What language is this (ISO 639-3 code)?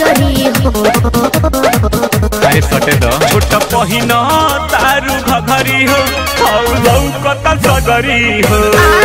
bho